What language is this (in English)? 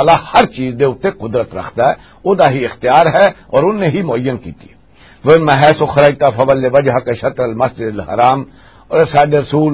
Western Panjabi